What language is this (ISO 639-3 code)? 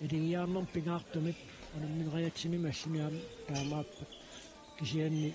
kal